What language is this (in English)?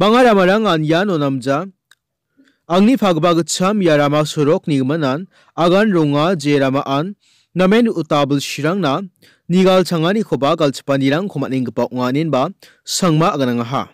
Garo